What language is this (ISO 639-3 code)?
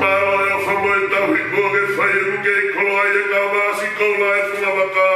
ton